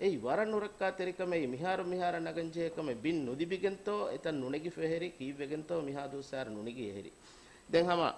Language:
Divehi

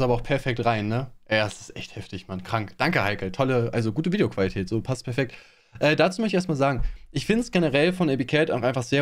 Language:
German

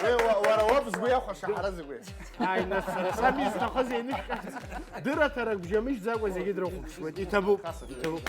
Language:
Abkhazian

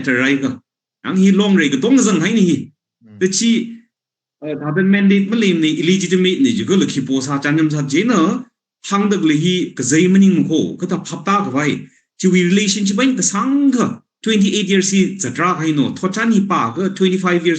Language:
Tangkhul Naga (India)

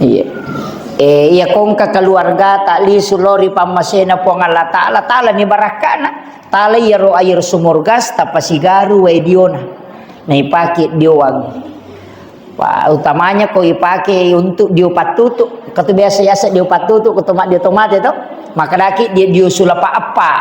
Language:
Buginese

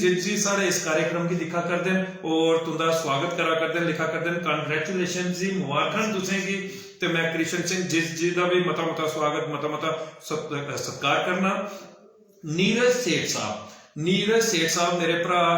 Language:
Dogri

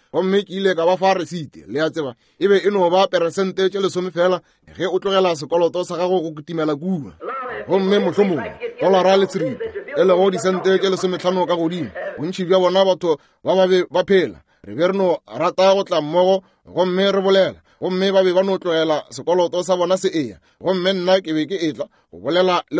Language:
Northern Sotho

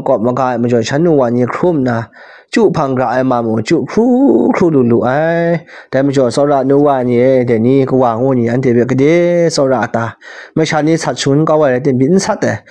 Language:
Kachin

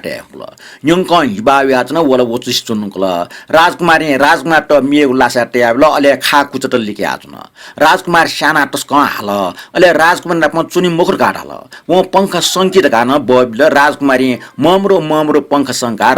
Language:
Newari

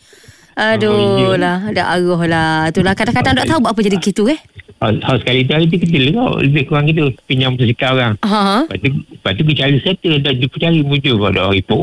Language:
Malay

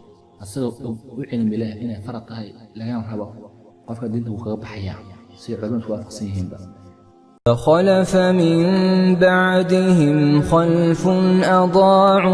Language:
Somali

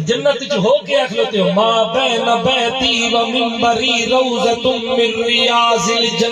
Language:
Saraiki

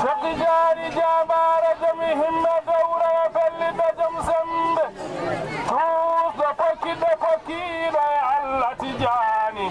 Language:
Fula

